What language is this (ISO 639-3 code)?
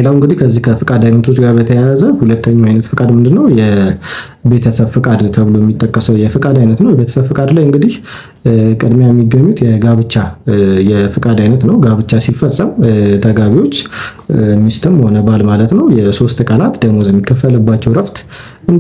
amh